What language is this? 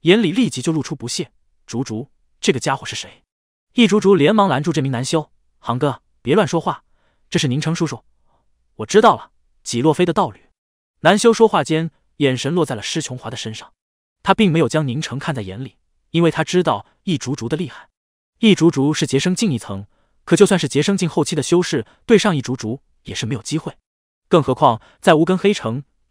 Chinese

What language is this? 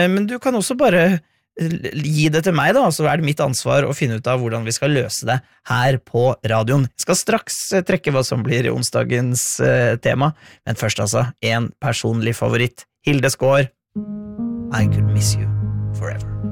Norwegian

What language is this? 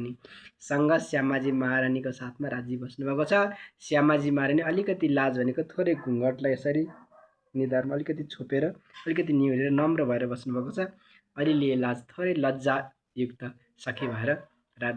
Nepali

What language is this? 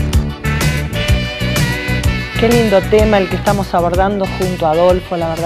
Spanish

